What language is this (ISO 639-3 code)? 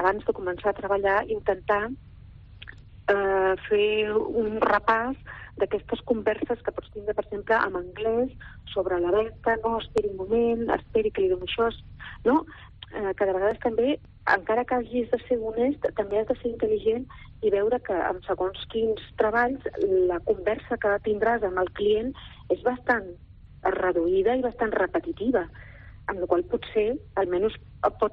cat